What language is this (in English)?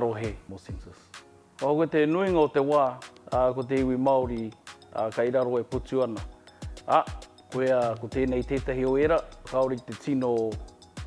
Māori